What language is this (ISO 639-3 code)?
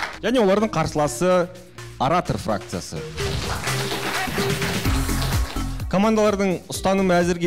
kaz